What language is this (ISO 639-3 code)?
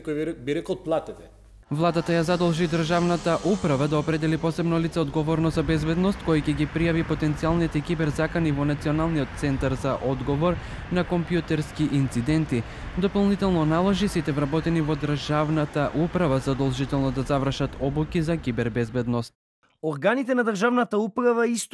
mkd